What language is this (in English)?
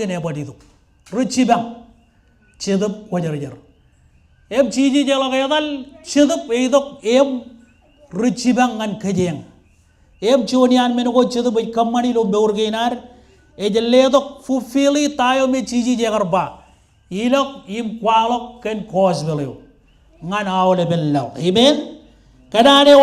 Marshallese